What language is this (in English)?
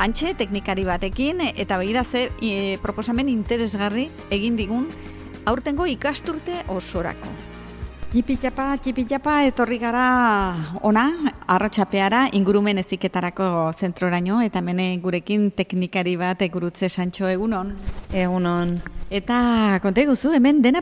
Basque